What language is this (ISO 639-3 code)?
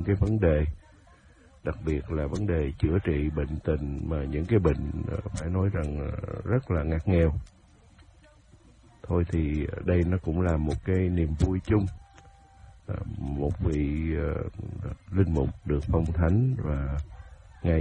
vie